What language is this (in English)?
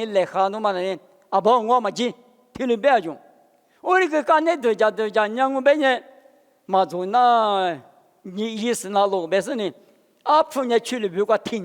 Lisu